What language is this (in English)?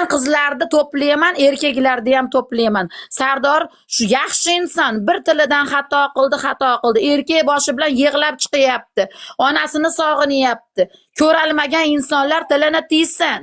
Uzbek